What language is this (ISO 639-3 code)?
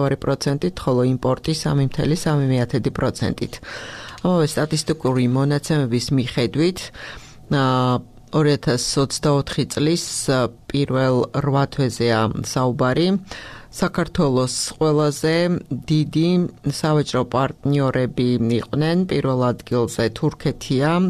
kat